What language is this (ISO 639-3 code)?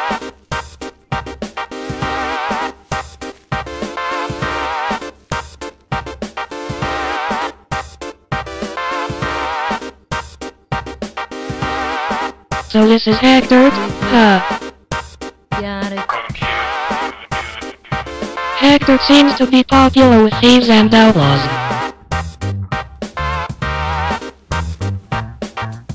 eng